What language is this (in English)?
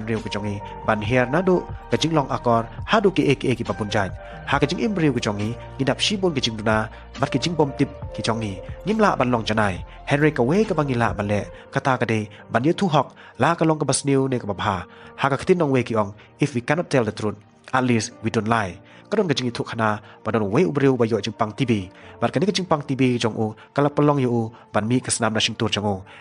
Khasi